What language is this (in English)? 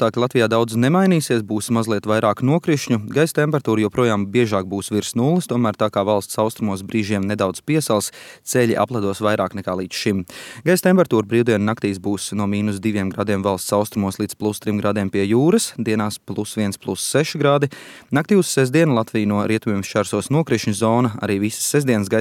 Latvian